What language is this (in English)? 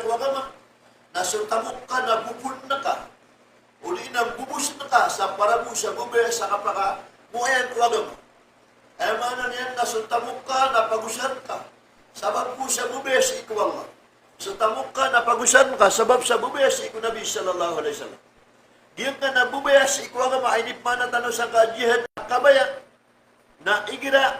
Maranao